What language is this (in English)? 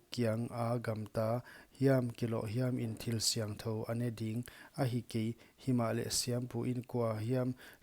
Paite Chin